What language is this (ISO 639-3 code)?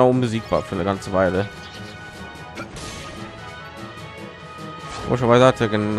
deu